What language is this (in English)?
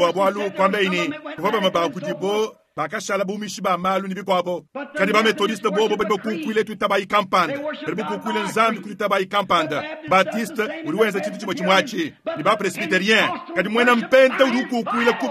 Luba-Lulua